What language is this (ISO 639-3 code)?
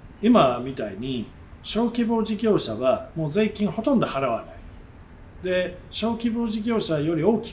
jpn